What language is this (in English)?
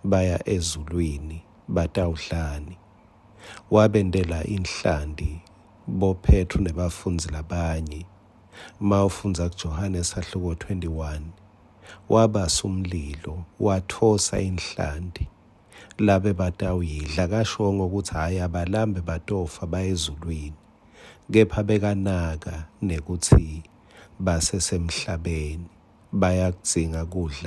Swati